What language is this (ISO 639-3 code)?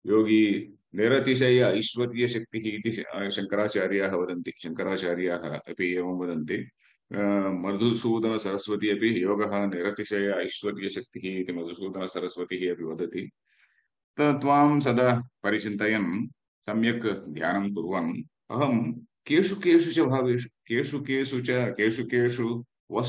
san